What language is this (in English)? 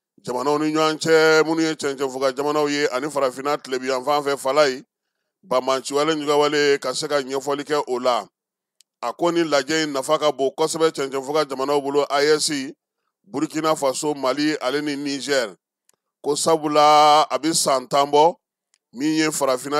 Bambara